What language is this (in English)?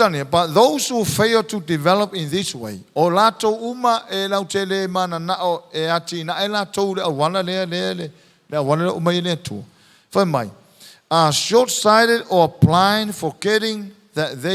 Samoan